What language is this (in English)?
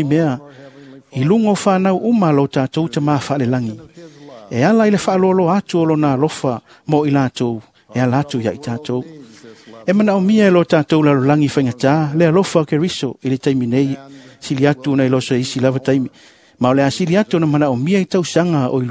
Samoan